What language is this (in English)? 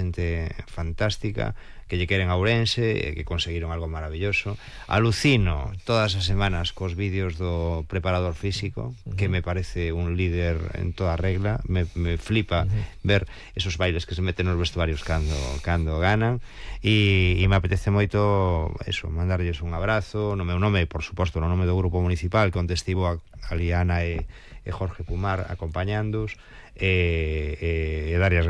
Galician